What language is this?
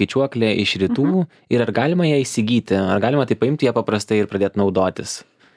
Lithuanian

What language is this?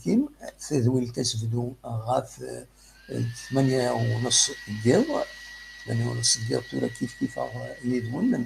Kabyle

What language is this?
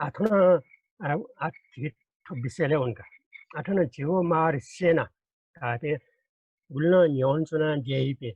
Newari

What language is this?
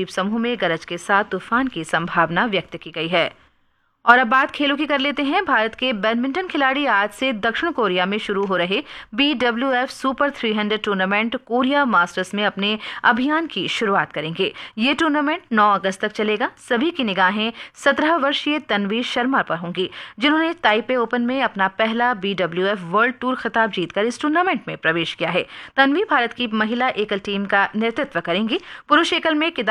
Hindi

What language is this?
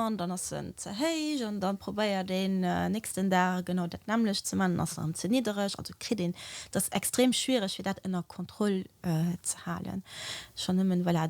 Luxembourgish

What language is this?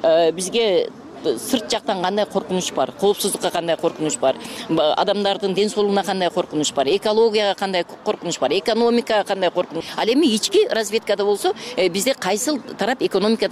Kyrgyz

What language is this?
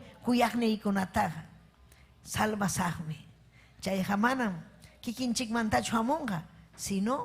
Ayacucho Quechua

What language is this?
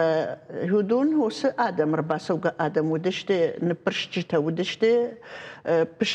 Ossetic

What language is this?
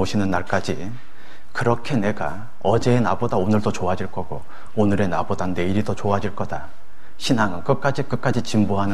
Korean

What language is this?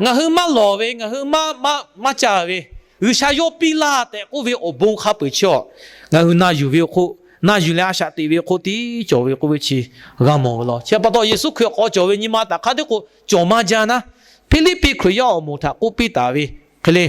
Lahu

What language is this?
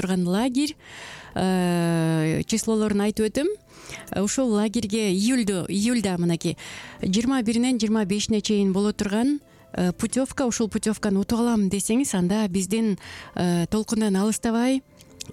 Kyrgyz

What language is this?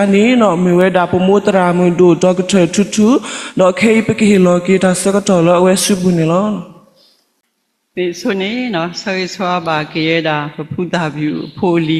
S'gaw Karen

